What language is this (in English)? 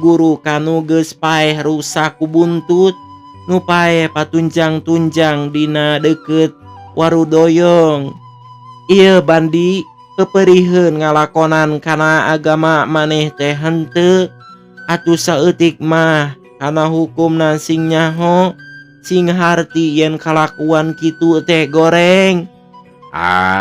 Sundanese